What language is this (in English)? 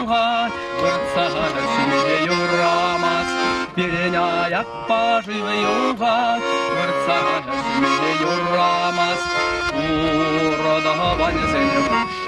Chuvash